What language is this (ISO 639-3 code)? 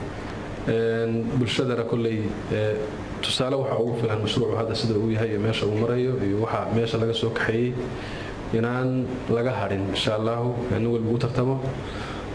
som